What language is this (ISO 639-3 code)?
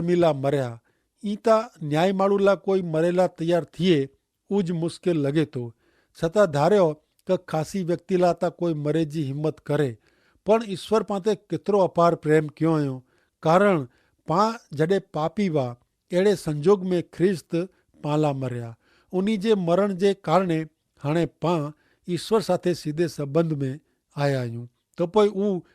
kfr